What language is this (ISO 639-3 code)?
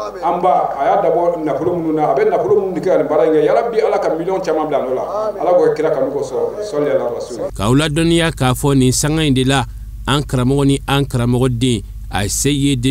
bam